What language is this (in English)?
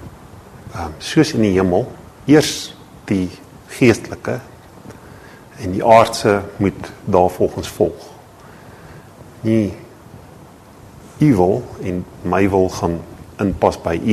Afrikaans